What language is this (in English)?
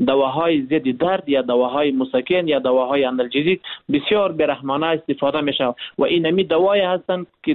Persian